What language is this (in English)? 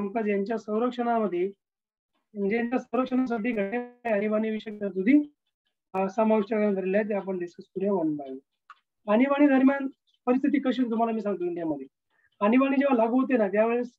Marathi